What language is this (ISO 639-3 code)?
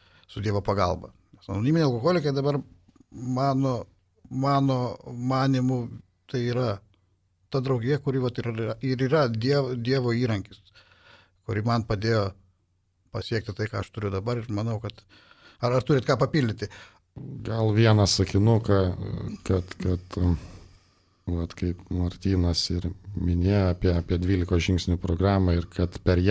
lit